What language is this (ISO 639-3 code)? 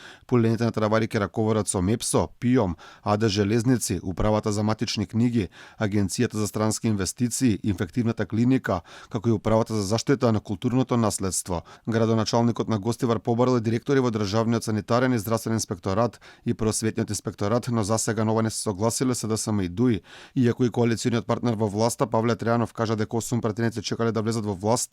mkd